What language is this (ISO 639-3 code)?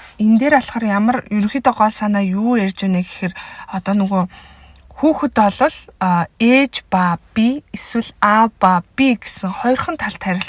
mon